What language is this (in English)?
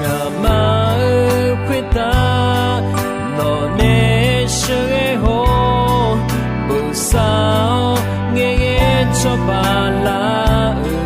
Akha